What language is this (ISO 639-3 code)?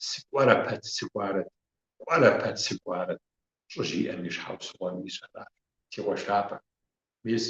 kbd